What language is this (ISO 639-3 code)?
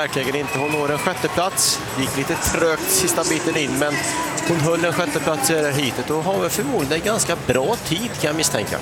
swe